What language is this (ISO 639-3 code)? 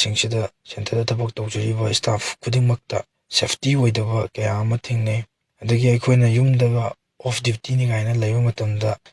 mni